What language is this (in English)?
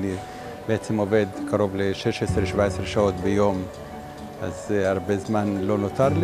Hebrew